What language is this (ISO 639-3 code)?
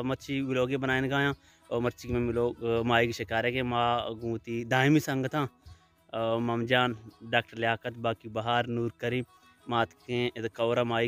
bal